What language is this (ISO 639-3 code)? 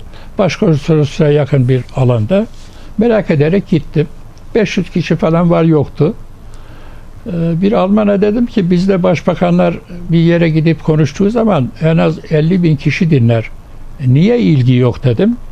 tur